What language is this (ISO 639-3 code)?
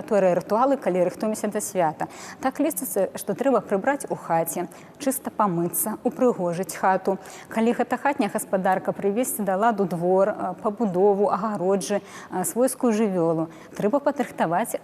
bel